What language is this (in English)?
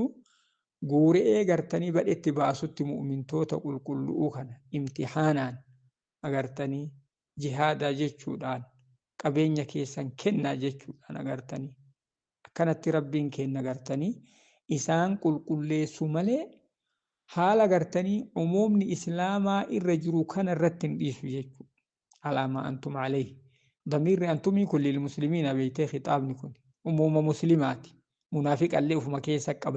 Oromo